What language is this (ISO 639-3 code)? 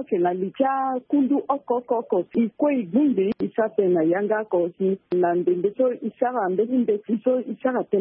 sag